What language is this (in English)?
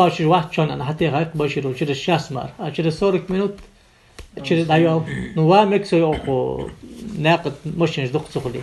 Ingush